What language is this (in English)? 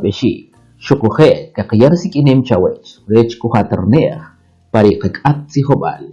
Kʼicheʼ